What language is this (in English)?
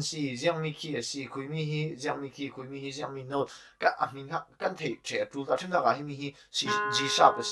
Falam Chin